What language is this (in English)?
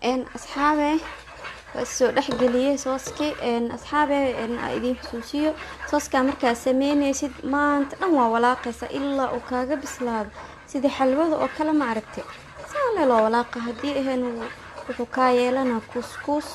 Somali